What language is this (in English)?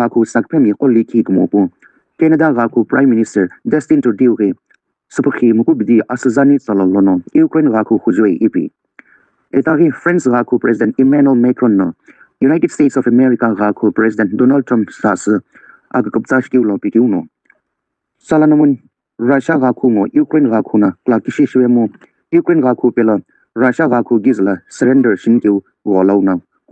Sumi Naga